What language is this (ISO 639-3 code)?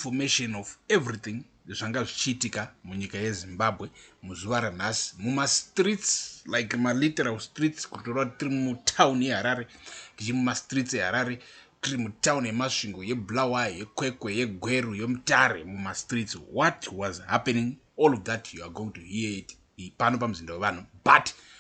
sna